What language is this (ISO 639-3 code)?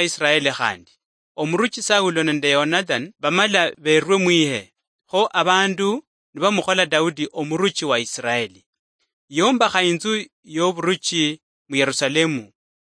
luy